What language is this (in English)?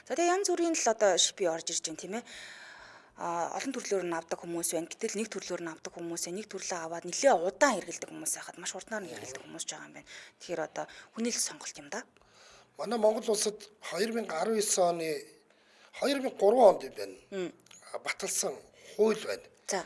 Mongolian